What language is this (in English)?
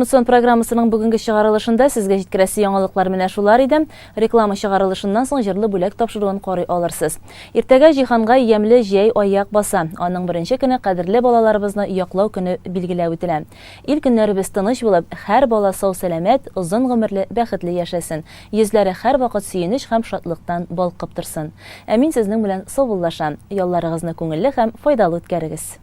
Tatar